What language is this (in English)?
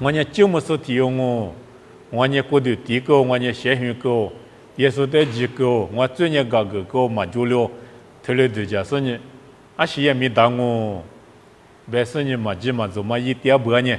Lisu